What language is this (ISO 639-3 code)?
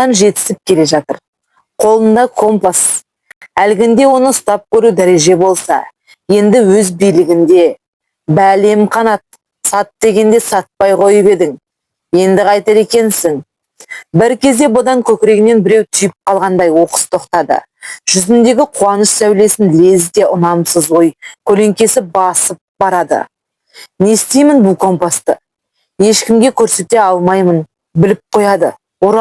kaz